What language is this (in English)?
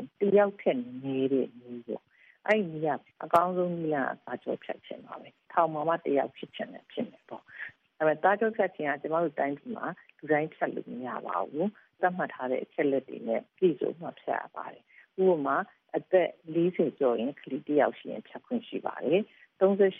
Burmese